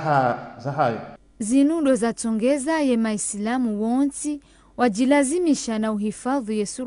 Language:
Ngazidja Comorian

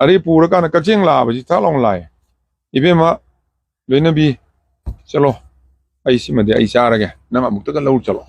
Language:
Manipuri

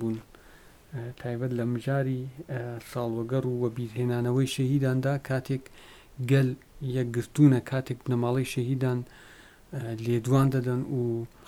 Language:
Central Kurdish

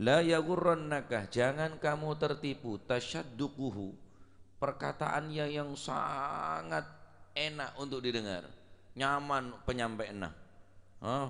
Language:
Madurese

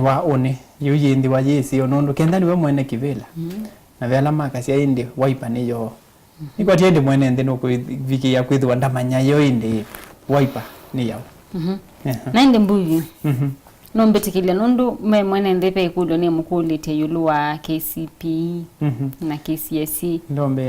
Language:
Kamba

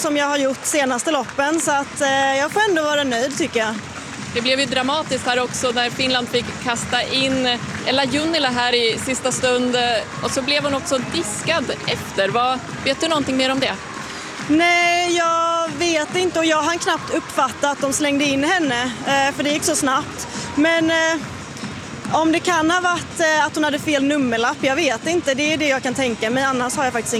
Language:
Swedish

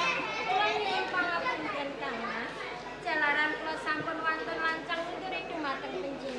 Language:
Javanese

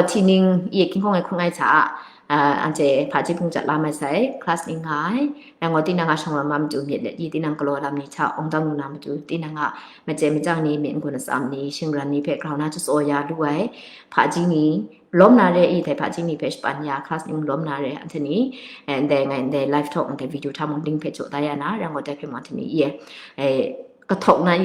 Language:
Kachin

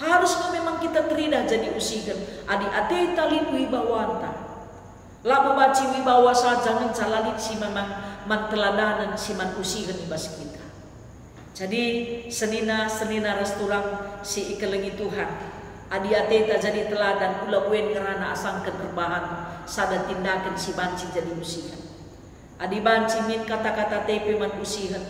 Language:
Batak Karo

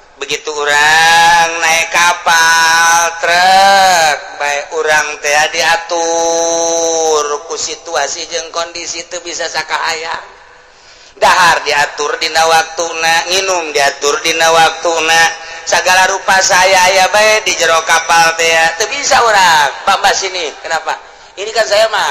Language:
Sundanese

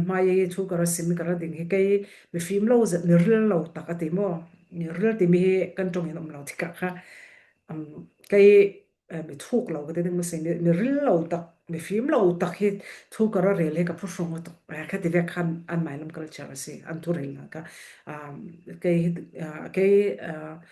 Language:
Falam Chin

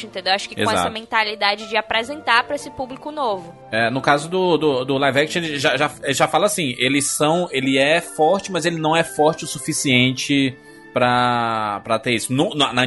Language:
Portuguese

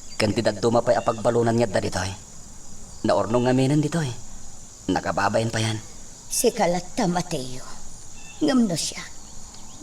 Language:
Iloko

